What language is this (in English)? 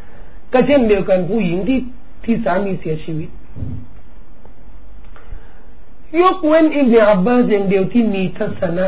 Thai